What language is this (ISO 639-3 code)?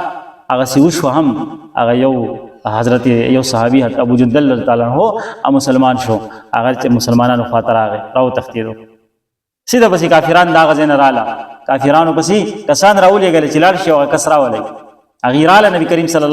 pus